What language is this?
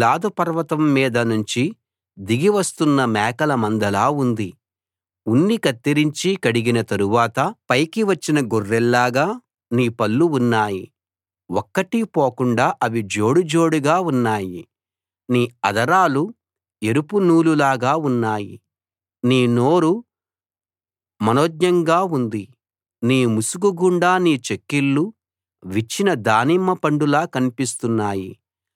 Telugu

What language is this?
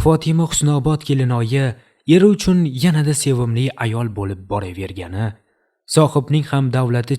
Uzbek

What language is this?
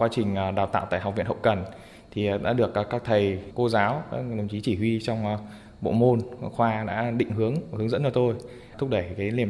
Vietnamese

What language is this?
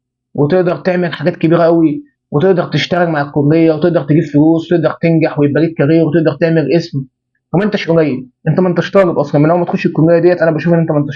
Egyptian Arabic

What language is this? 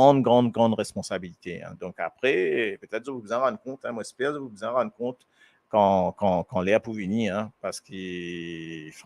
Morisyen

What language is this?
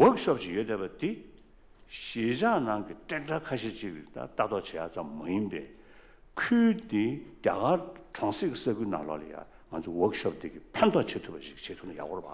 Tibetan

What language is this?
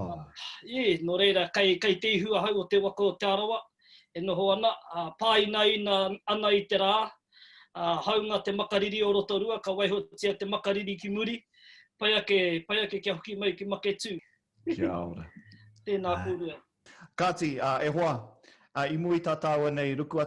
Māori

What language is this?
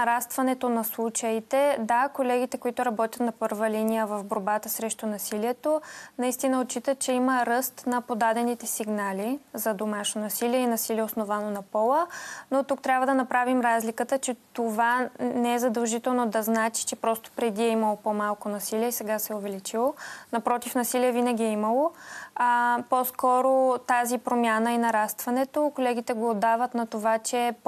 Bulgarian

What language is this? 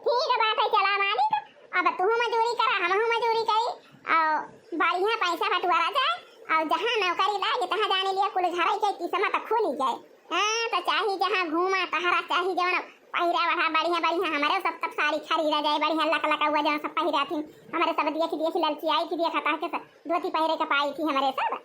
Awadhi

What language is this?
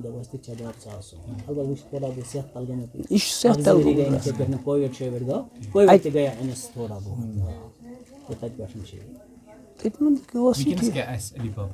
Kashmiri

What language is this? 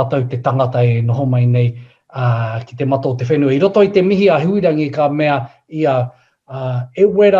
Māori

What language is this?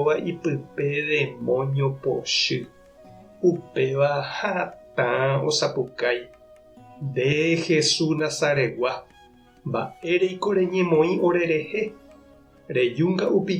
Guarani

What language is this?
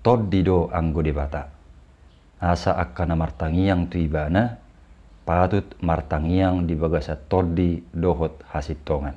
Batak Toba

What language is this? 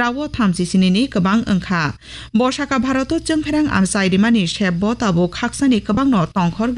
Kok Borok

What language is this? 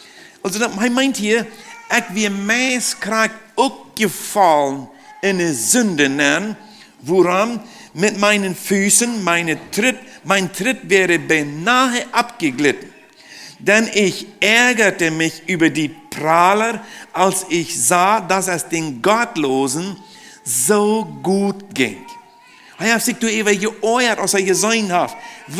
Plautdietsch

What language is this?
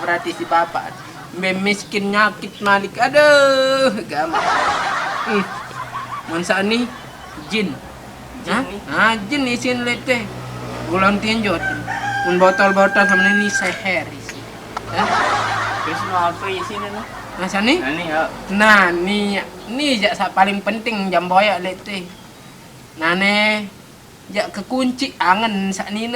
Sasak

